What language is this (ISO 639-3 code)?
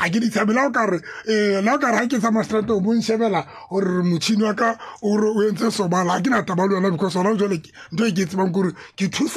tsn